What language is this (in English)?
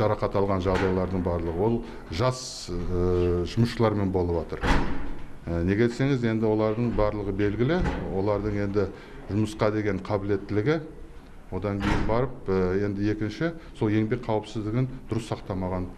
Kazakh